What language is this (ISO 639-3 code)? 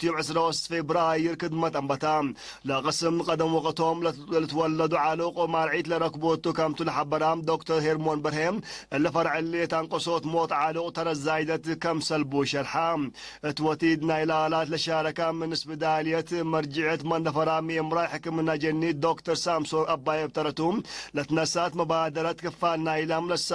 tig